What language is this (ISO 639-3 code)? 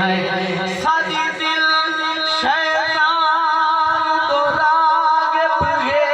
skr